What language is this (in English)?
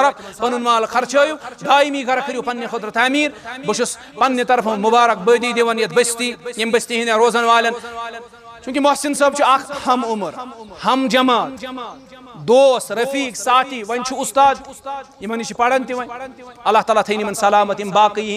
Kashmiri